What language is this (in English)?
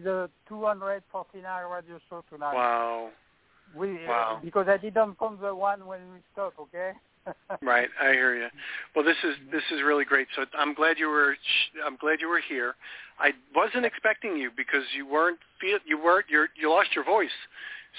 English